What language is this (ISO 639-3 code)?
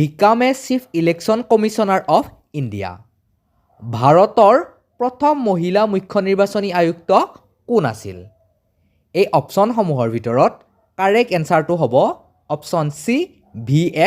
asm